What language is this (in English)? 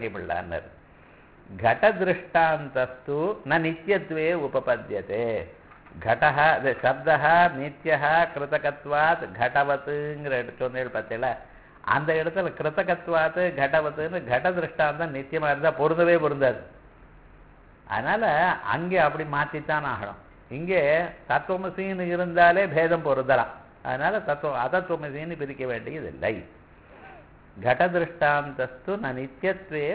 Tamil